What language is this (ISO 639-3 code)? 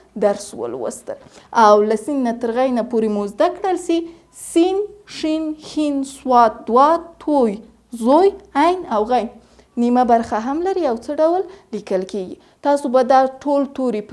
pus